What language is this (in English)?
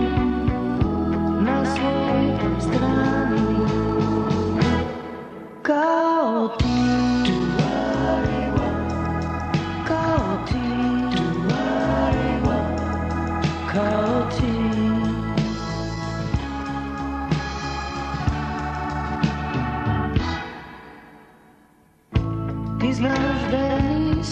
Serbian